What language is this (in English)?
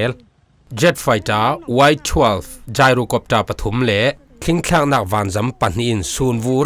Falam Chin